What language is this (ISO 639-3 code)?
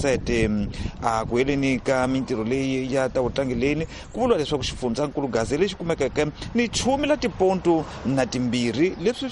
tso